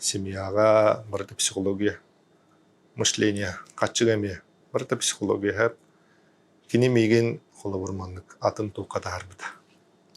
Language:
Yakut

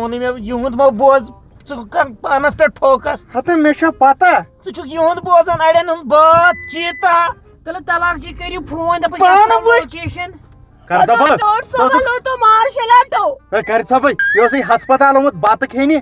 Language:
Kashmiri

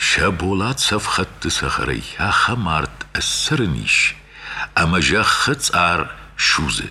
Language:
Ossetic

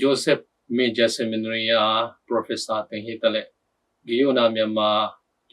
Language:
Tedim Chin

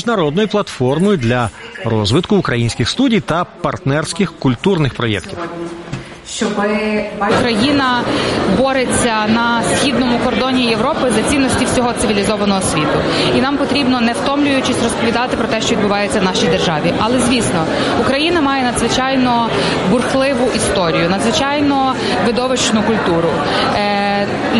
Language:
Ukrainian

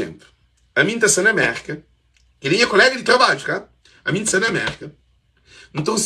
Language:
Kabuverdianu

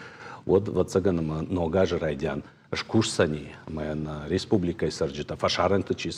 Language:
Ossetic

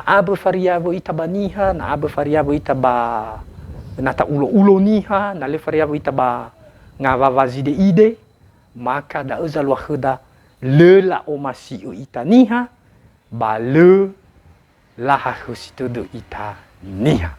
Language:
Nias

